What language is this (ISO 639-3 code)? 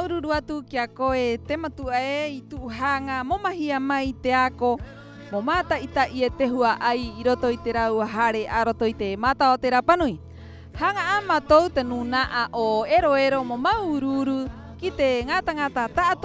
rap